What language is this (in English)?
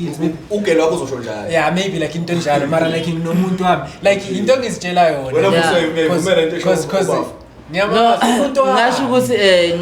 Zulu